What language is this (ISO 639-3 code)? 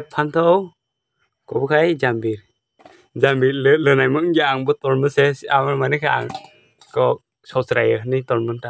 trp